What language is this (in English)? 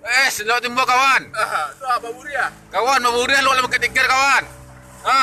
Minangkabau